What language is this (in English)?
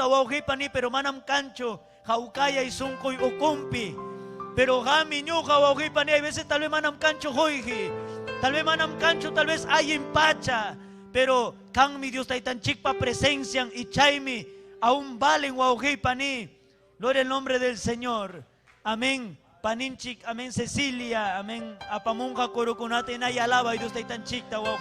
Ayacucho Quechua